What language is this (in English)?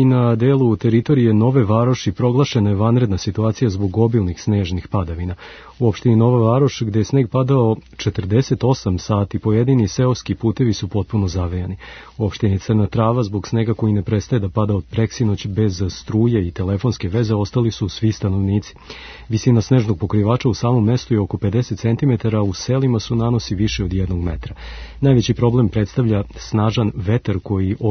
Serbian